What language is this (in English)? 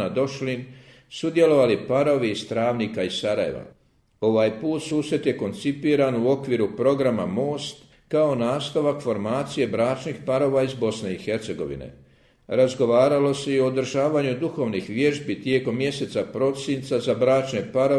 Croatian